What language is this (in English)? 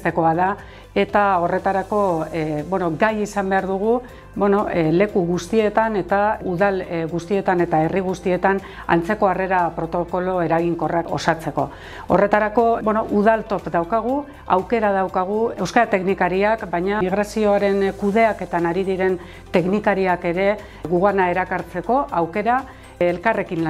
Basque